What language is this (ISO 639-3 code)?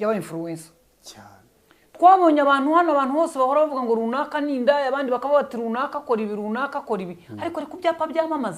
kin